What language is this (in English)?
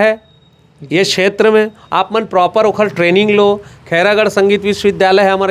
Chhattisgarhi